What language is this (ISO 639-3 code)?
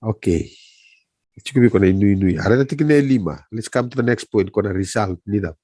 fij